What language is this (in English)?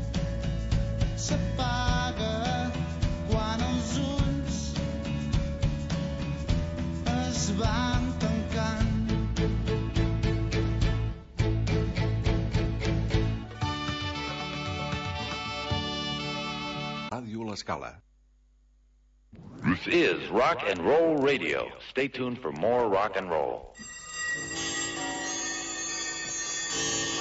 Catalan